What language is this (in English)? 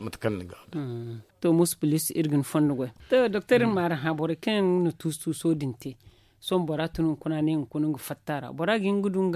Zarma